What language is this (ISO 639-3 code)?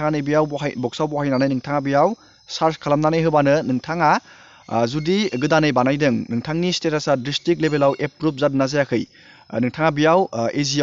brx